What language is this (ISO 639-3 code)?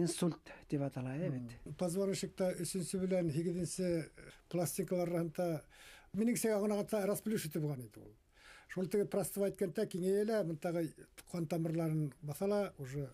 bak